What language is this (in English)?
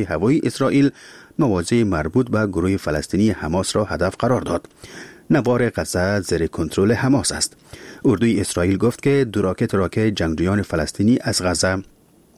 Persian